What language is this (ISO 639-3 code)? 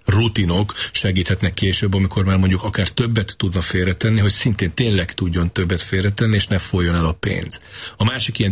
hun